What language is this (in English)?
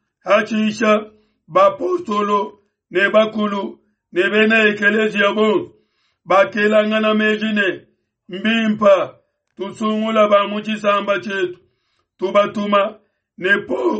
Luba-Lulua